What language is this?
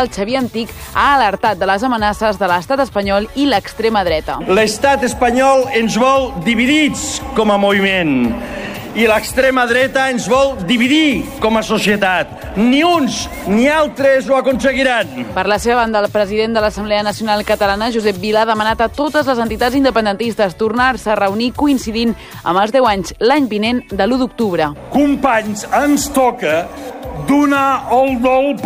Catalan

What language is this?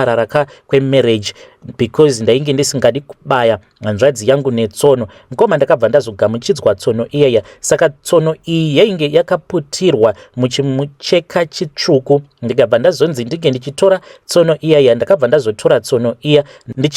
Shona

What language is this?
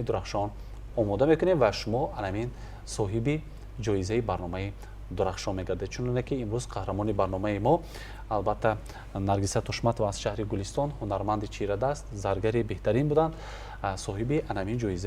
Tajik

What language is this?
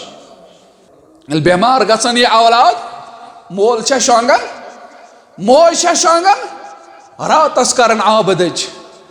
Kashmiri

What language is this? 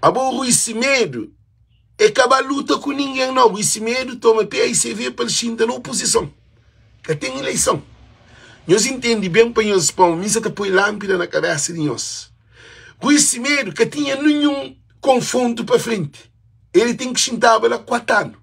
Kabuverdianu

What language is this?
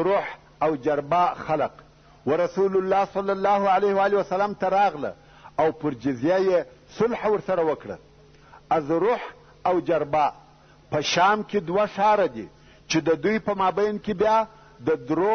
Pashto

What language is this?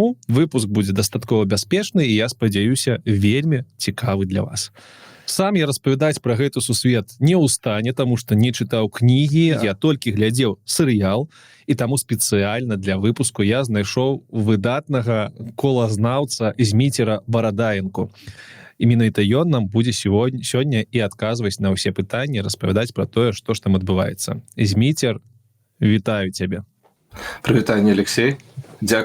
Belarusian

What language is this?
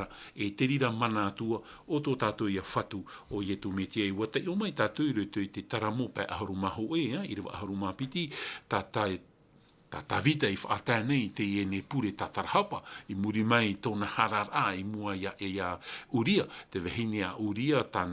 Tahitian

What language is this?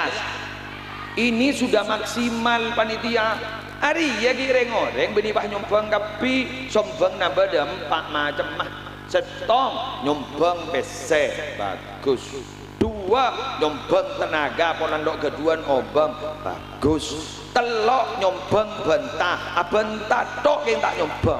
Madurese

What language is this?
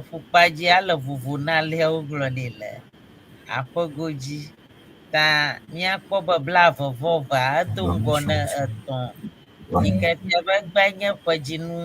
Ewe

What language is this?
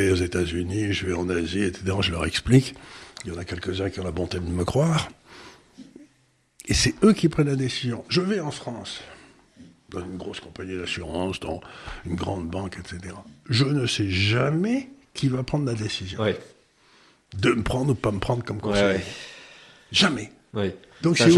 French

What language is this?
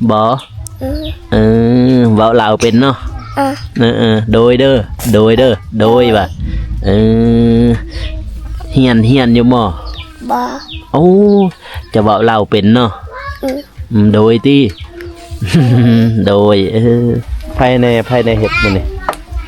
Lao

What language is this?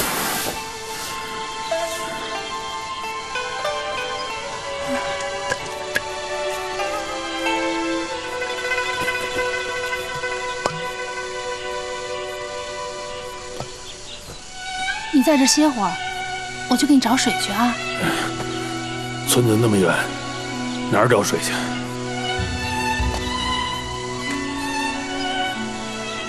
Chinese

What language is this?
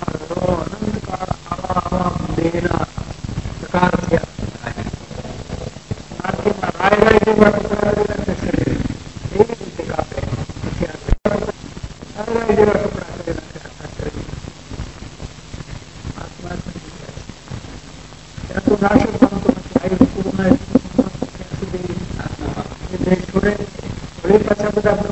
Gujarati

